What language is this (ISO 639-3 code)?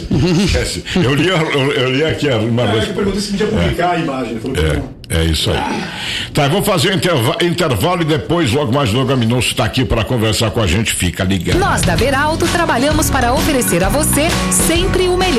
por